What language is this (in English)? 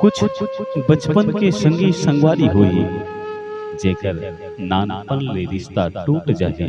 Chhattisgarhi